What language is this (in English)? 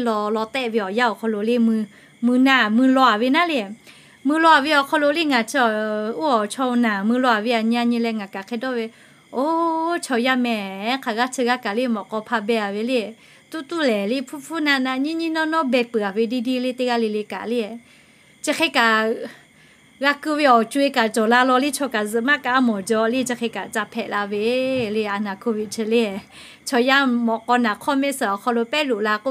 Lahu